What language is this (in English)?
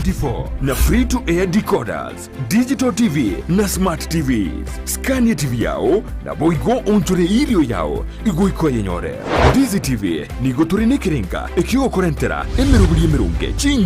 Gusii